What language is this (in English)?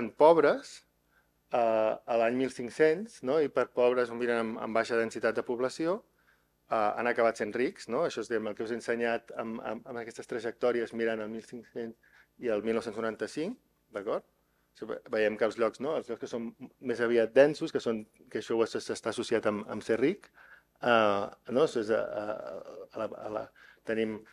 Catalan